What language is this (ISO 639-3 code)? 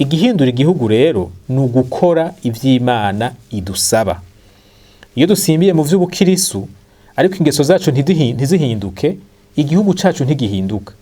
run